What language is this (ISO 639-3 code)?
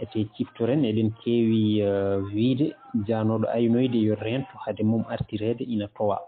ful